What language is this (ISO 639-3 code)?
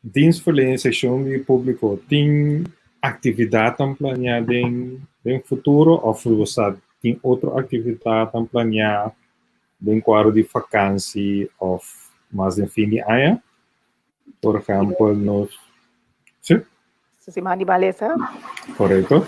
pap